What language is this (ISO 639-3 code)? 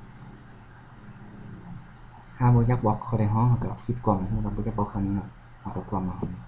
lao